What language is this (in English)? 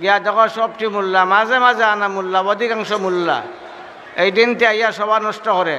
Sylheti